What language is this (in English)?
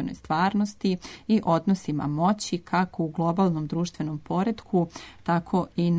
Serbian